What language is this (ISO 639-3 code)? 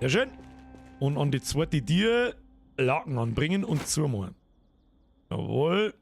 bar